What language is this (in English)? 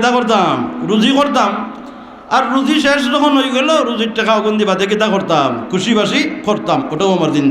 Sylheti